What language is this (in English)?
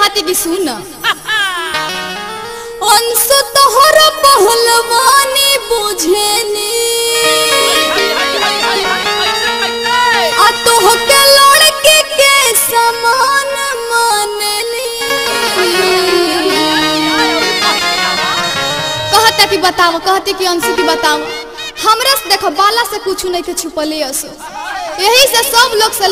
Bhojpuri